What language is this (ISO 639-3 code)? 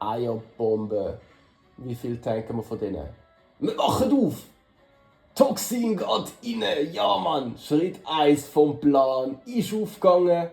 gsw